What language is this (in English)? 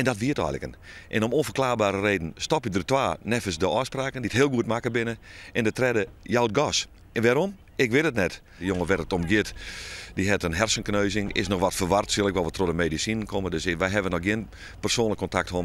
Western Frisian